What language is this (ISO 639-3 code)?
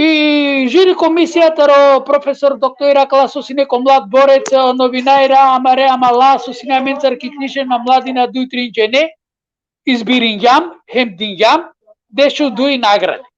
rmn